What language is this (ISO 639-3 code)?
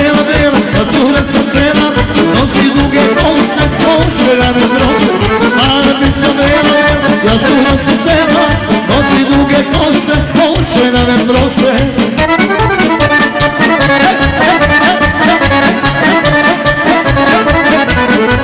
srp